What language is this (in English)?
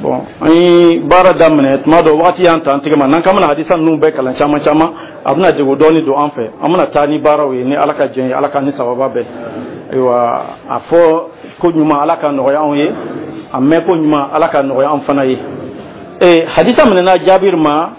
Dyula